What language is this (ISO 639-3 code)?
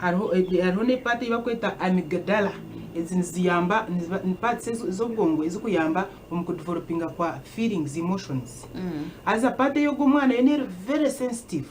nyn